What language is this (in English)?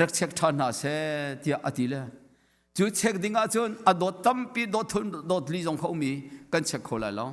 Hakha Chin